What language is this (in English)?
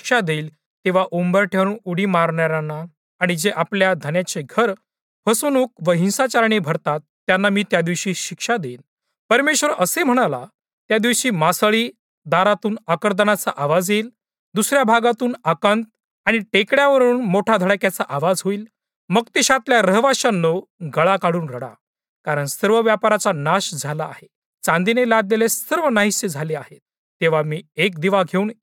Marathi